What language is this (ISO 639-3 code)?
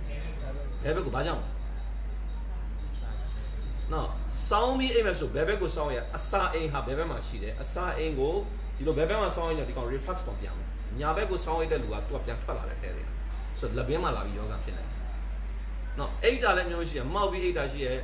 mya